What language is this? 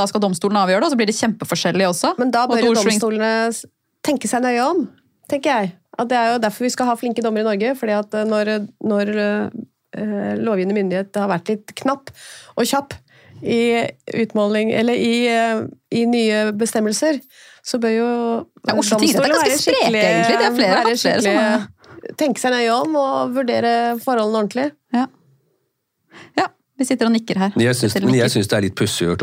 Norwegian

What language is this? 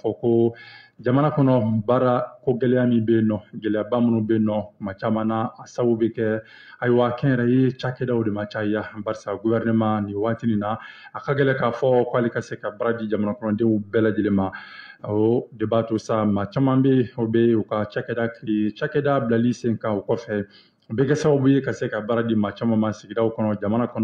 Bambara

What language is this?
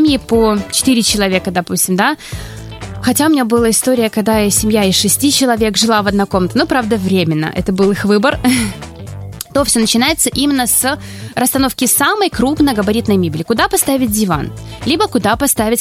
Russian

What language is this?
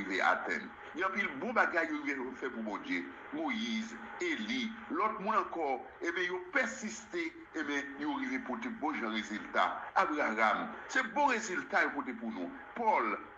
Haitian Creole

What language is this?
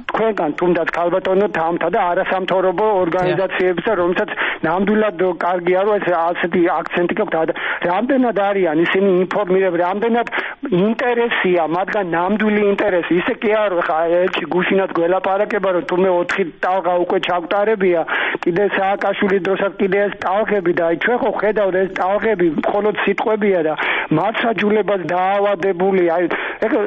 Georgian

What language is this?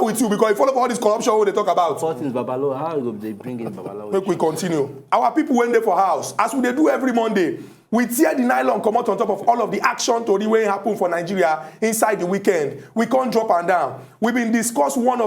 Nigerian Pidgin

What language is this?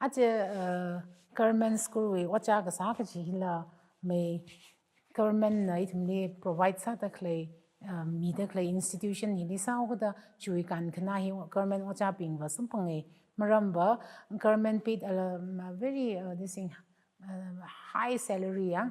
Tangkhul Naga (India)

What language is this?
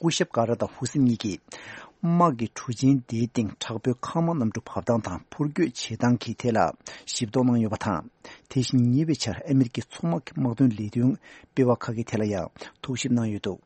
Tibetan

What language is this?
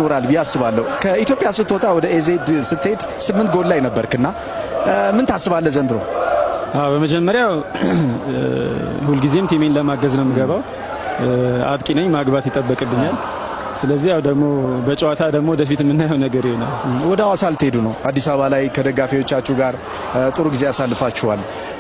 Amharic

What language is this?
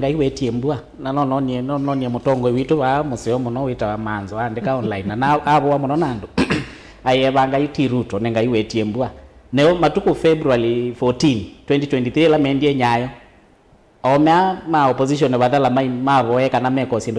Kamba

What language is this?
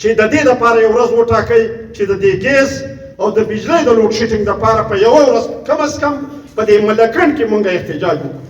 Pashto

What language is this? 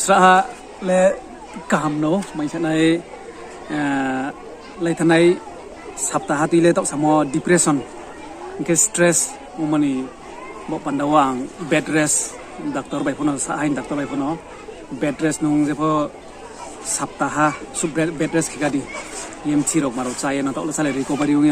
Riang (India)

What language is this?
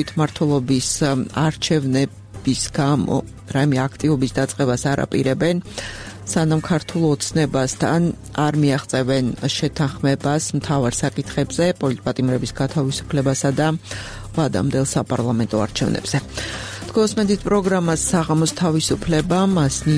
Georgian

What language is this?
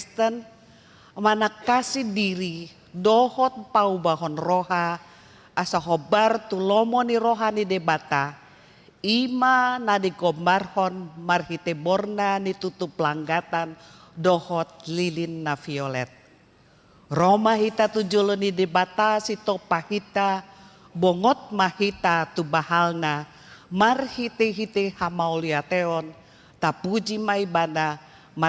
Batak Toba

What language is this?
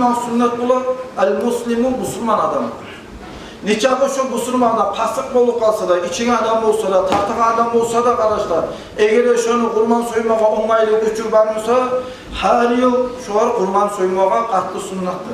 Kumyk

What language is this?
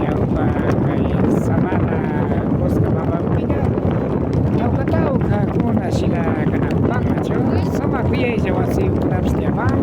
Imbabura Highland Quichua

